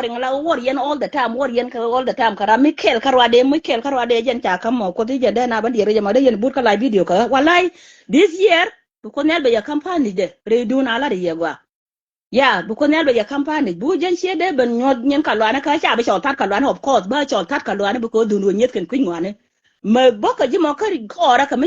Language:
Nuer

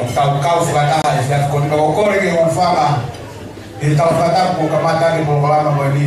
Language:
Tongan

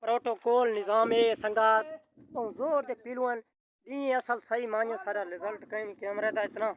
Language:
Saraiki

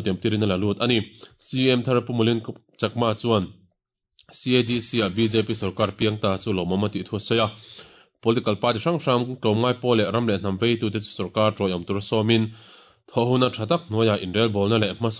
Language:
Mizo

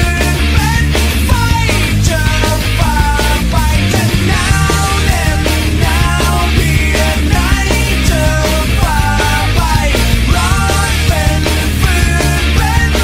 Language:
Thai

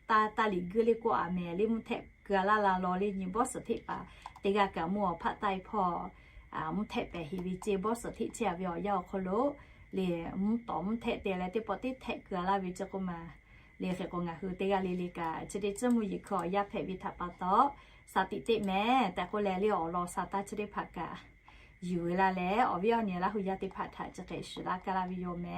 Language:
Lahu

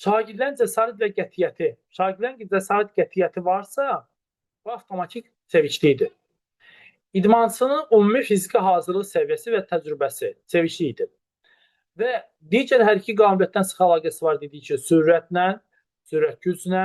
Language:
Azerbaijani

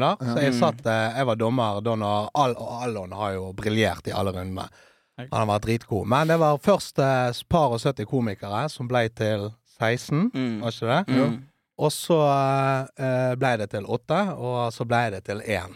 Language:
Norwegian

